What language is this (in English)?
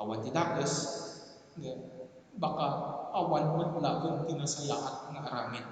Iloko